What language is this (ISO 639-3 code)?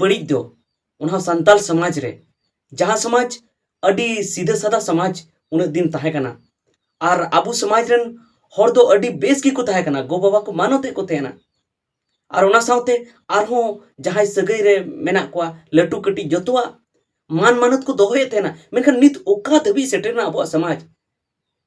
sat